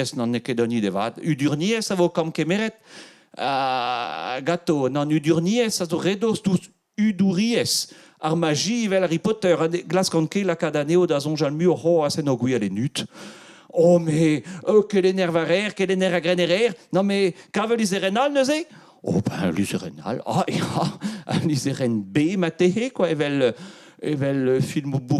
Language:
Breton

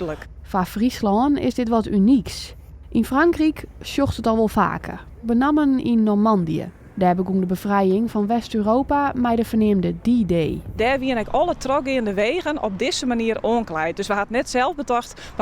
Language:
Western Frisian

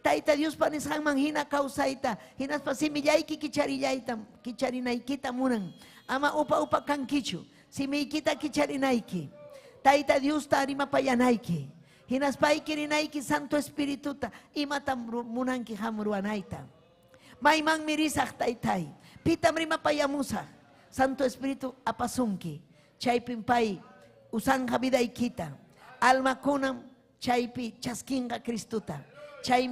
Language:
Ayacucho Quechua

